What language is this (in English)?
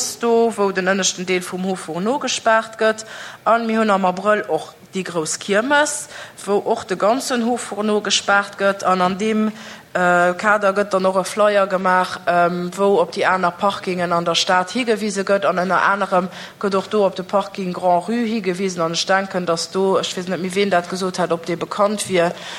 Luxembourgish